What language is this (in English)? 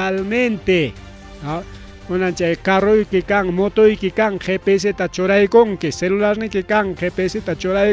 Ayacucho Quechua